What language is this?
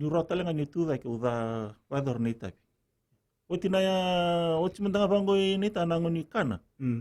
Fijian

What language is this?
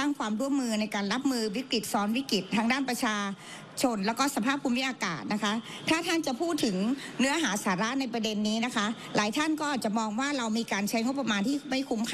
Thai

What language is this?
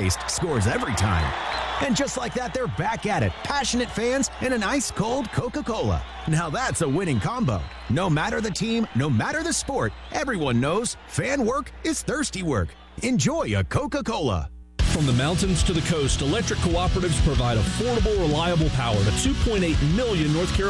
English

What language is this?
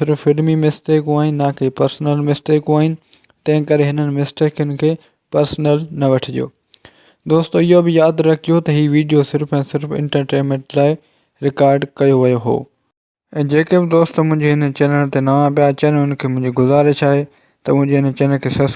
Sindhi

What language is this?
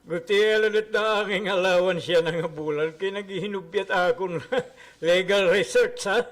Waray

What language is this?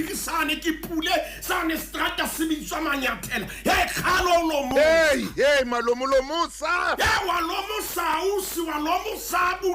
Southern Sotho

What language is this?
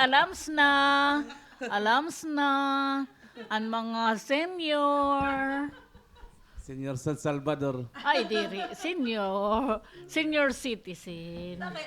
Waray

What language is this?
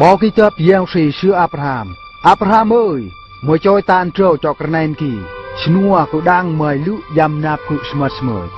Eastern Bru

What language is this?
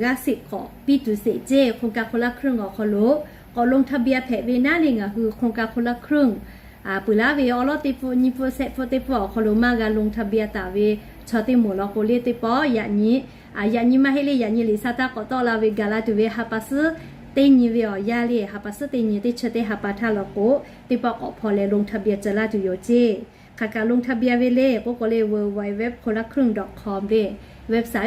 Lahu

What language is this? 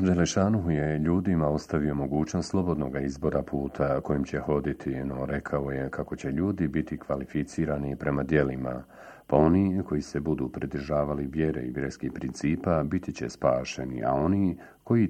Bosnian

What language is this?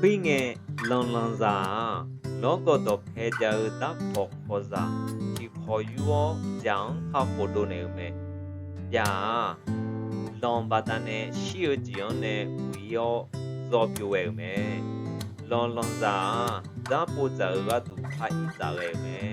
Akha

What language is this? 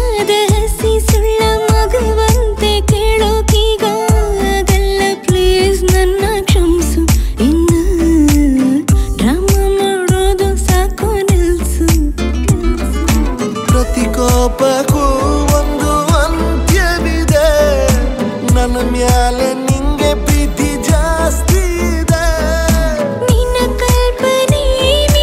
Kannada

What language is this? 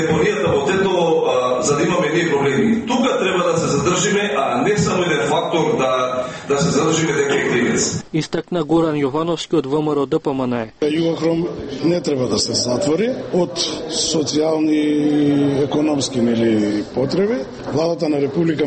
Macedonian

